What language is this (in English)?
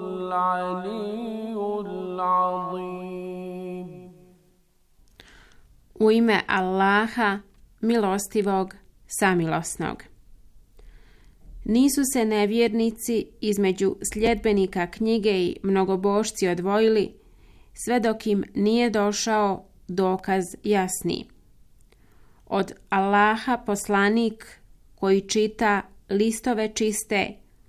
Bosnian